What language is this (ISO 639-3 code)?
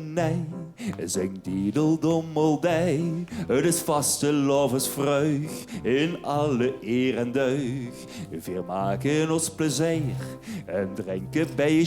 lim